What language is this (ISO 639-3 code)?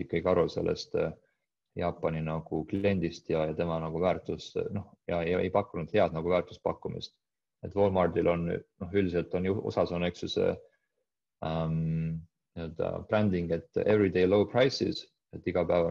est